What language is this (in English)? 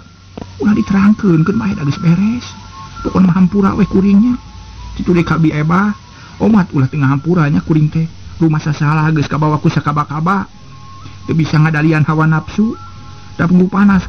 Sundanese